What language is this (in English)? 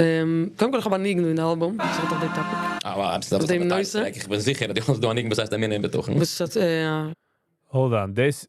Yiddish